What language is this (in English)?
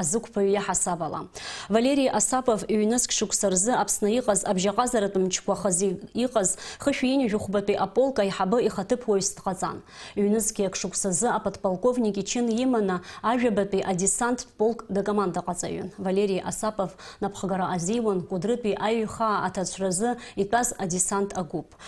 Abkhazian